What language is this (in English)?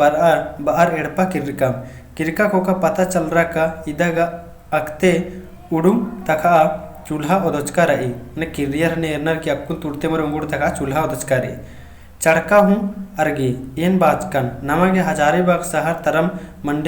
Kurukh